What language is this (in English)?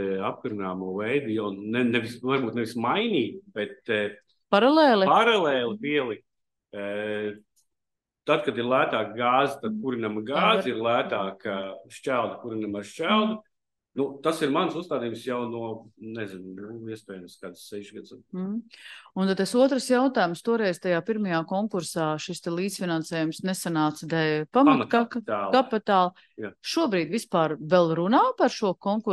Latvian